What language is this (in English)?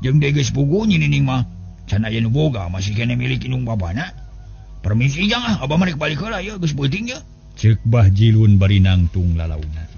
Sundanese